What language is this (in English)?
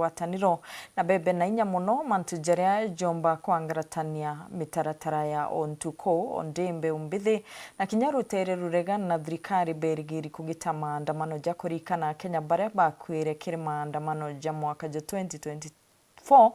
Meru